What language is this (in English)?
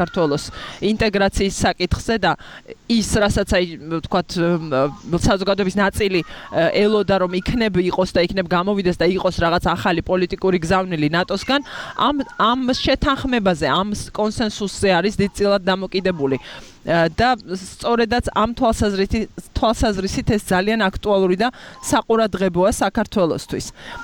Georgian